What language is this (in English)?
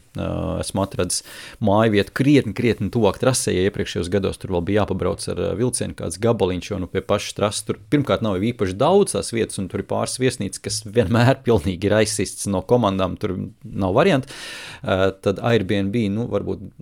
Latvian